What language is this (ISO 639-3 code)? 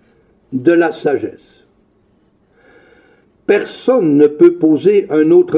fra